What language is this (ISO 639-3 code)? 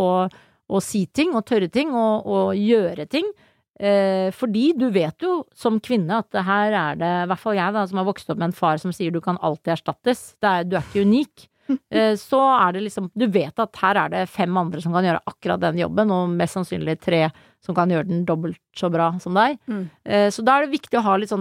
nor